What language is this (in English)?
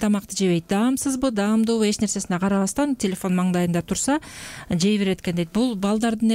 Kyrgyz